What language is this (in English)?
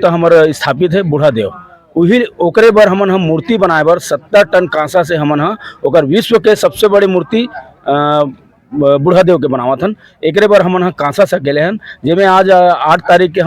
Chhattisgarhi